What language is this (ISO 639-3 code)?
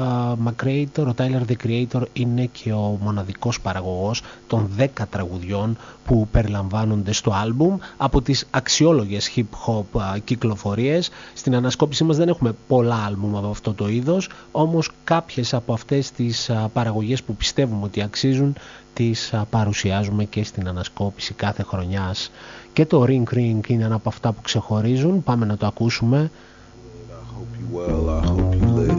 ell